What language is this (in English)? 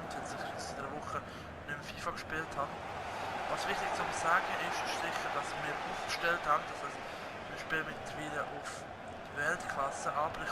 Swiss German